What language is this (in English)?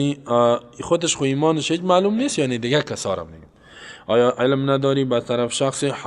Persian